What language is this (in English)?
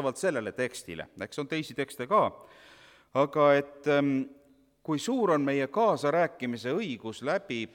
Estonian